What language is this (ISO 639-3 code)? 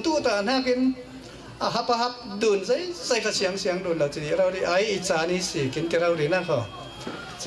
cfm